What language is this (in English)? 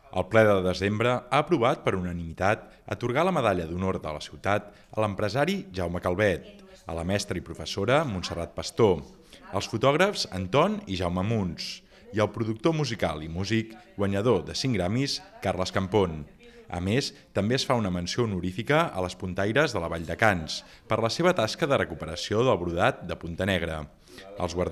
Catalan